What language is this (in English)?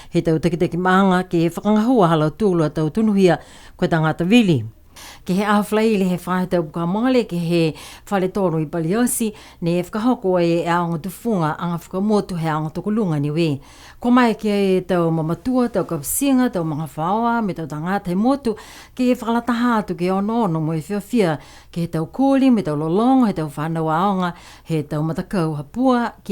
Niuean